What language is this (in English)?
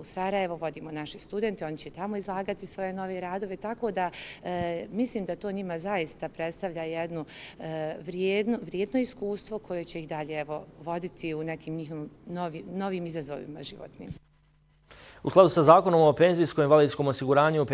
Bosnian